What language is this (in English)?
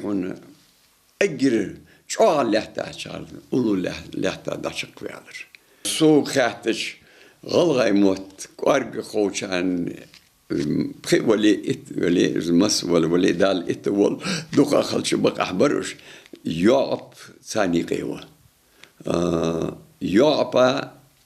Ingush